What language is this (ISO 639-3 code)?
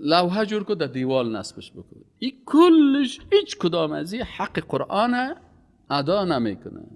fas